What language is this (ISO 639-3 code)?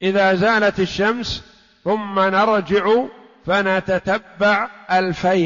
ara